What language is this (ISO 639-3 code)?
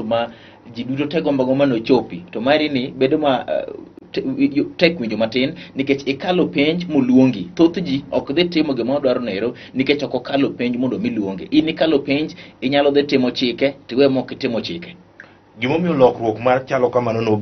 luo